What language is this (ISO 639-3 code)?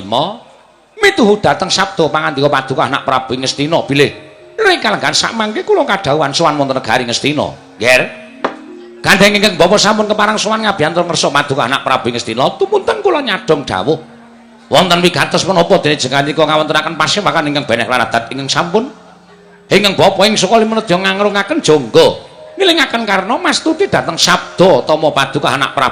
jav